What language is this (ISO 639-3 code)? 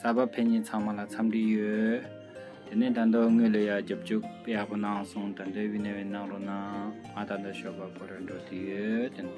bod